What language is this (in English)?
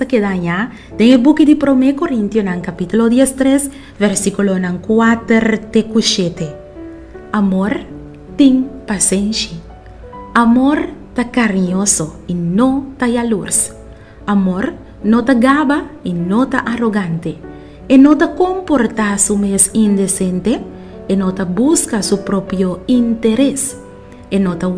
Papiamento